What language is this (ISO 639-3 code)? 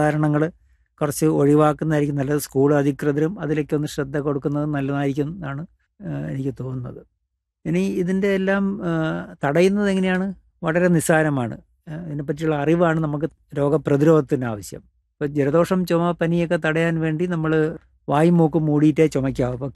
mal